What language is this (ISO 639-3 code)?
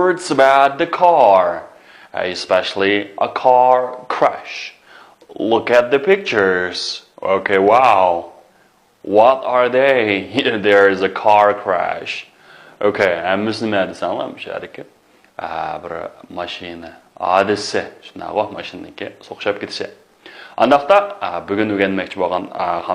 uig